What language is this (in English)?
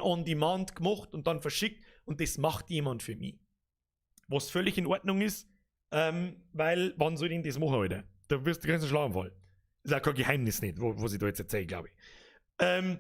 Bavarian